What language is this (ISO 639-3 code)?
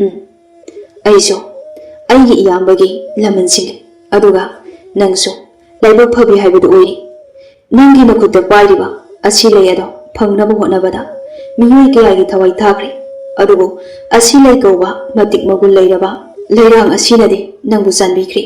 mni